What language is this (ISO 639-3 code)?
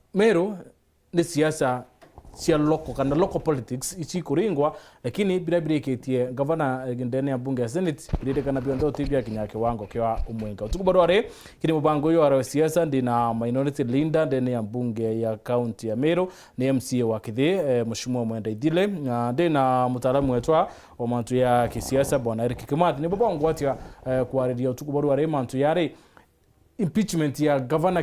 mer